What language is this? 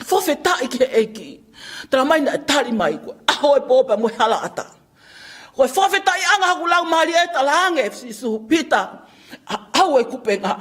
Tongan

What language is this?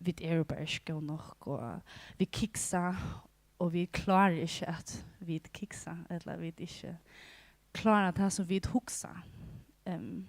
Faroese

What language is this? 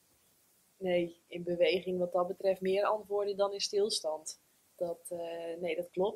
Dutch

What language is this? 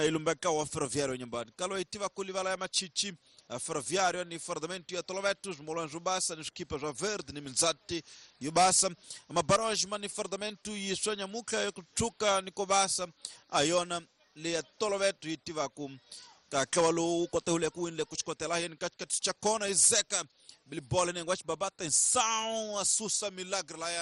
Tsonga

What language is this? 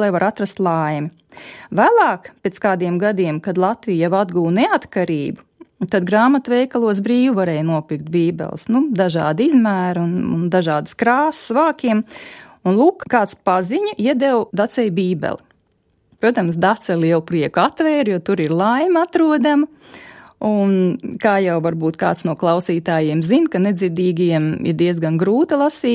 Latvian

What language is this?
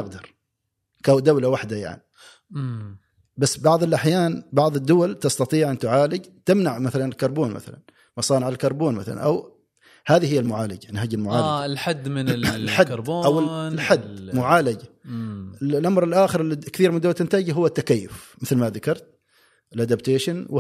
Gulf Arabic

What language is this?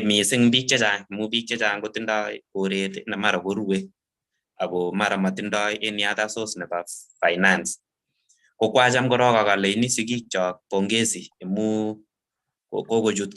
Kalenjin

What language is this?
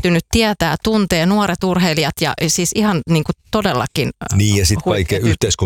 Finnish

